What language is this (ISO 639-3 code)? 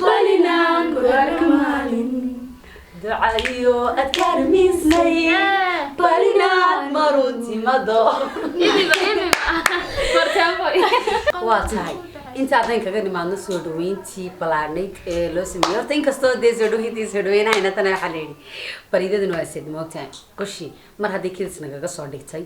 som